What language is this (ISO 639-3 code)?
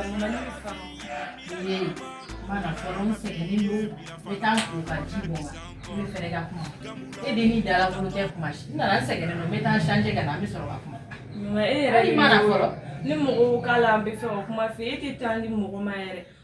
bam